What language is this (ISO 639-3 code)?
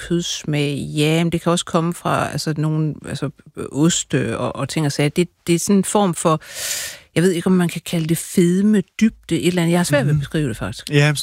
dan